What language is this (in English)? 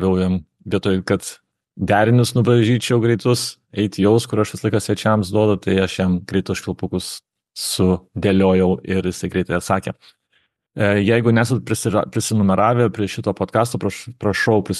Lithuanian